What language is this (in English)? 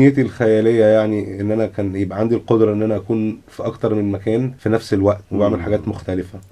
Egyptian Arabic